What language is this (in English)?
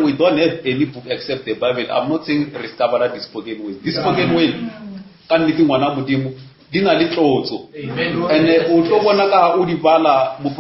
Northern Sotho